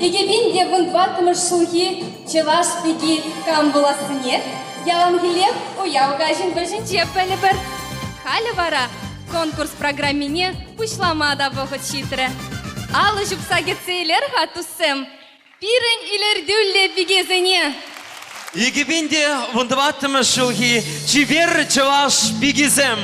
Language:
Chuvash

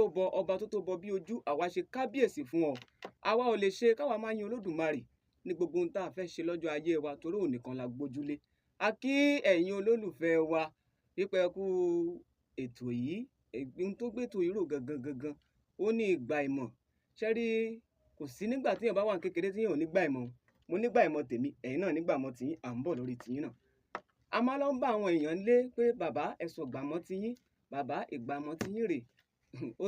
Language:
Yoruba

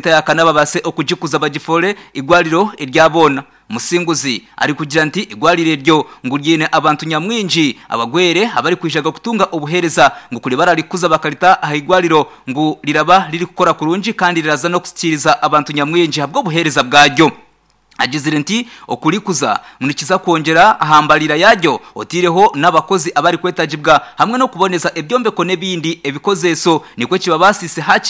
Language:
Nyankole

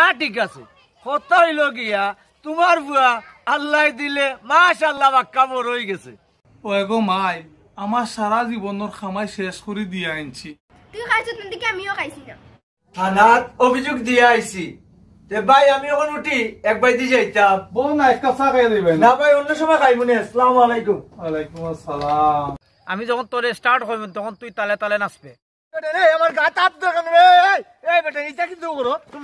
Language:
Sylheti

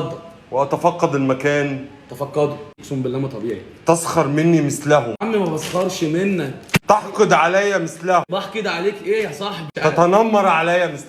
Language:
Egyptian Arabic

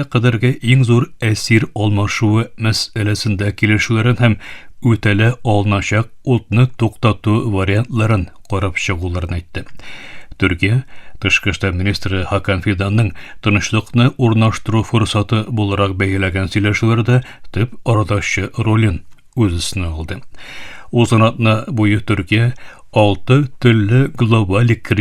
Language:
Tatar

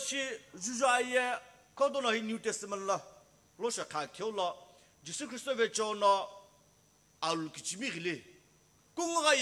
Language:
Sumi Naga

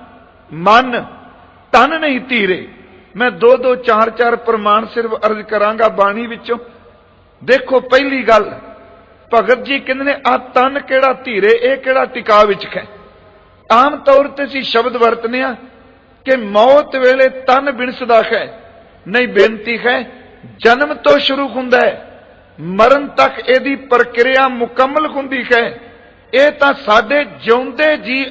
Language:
Punjabi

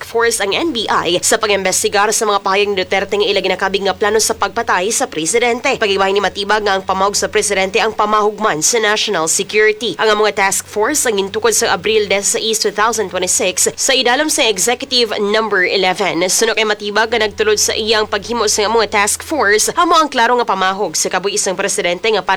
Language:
Hiligaynon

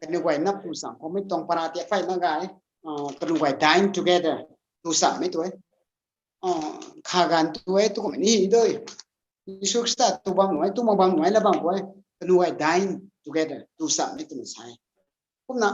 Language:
Rongmei Naga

